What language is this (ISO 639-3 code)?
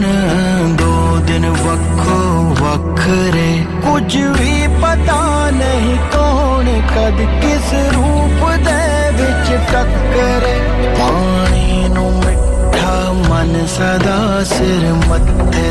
pan